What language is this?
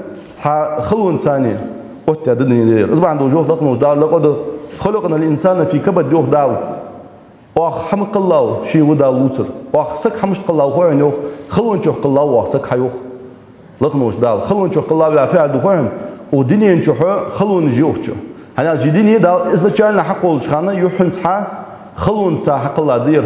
Ingush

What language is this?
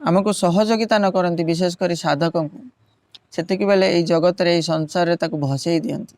Odia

